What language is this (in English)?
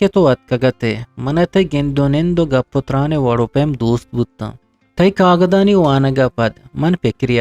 Eastern Balochi